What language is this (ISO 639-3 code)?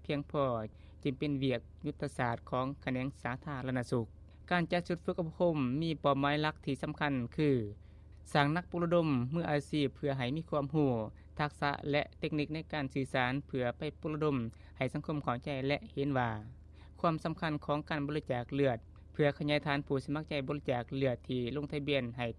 lao